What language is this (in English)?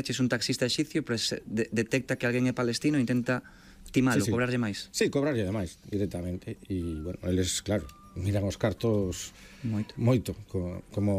Galician